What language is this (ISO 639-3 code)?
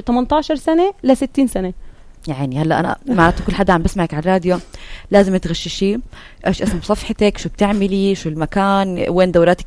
apc